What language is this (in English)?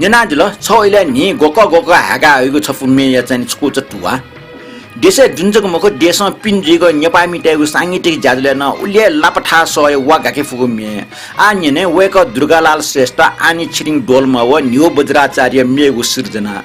Newari